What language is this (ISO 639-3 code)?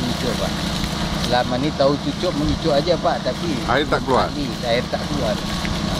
msa